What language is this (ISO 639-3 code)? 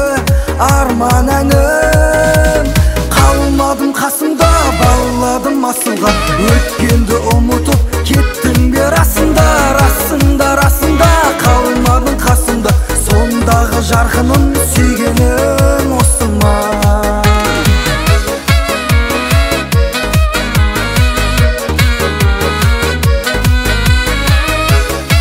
kaz